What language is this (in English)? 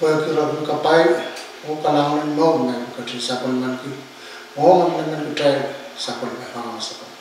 Pohnpeian